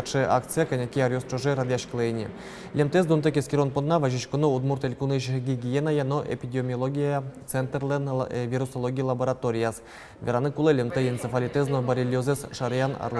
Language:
Udmurt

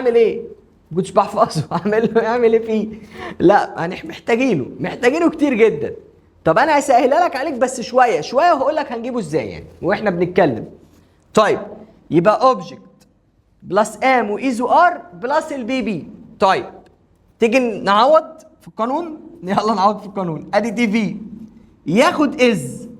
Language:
Egyptian Arabic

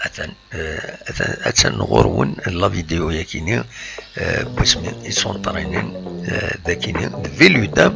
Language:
Kabyle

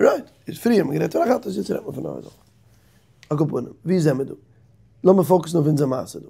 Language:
Yiddish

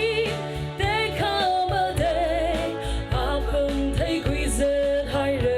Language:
Tangkhul Naga (India)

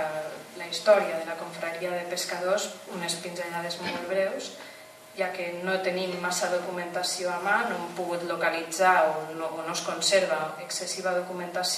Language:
Catalan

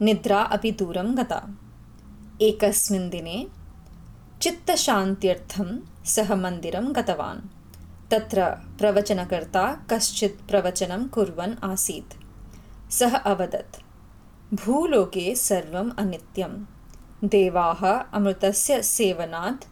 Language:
Sanskrit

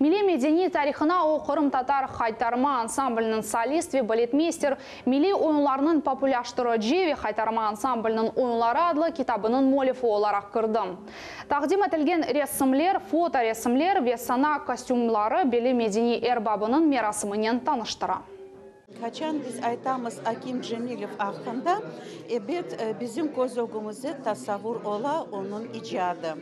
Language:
Crimean Tatar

